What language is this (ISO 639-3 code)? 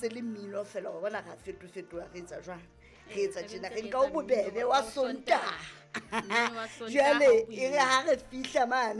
sot